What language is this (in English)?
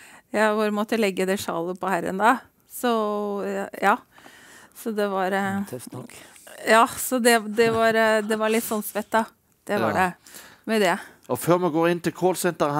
Norwegian